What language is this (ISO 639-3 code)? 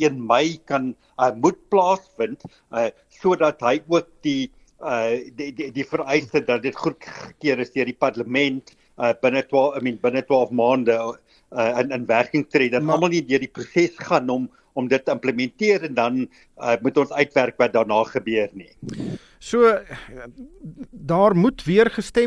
afr